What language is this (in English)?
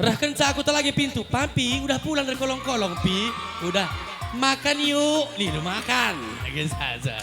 Batak Karo